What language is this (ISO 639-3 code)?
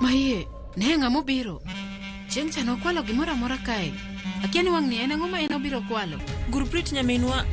luo